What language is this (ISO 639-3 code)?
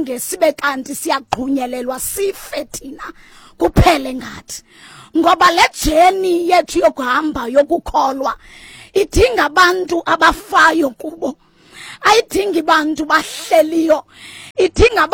xho